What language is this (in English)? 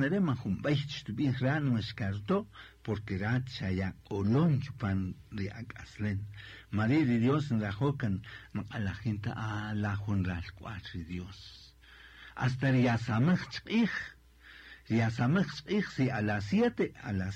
Kaqchikel